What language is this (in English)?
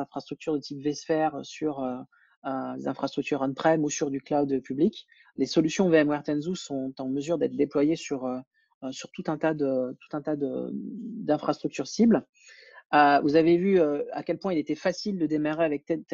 French